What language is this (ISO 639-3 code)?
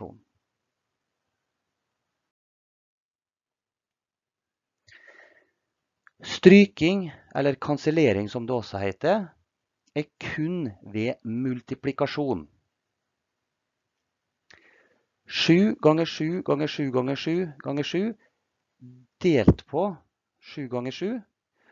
nor